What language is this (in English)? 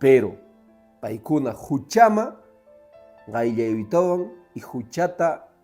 Quechua